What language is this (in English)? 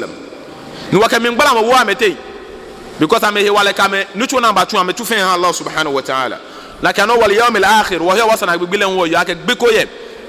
Ga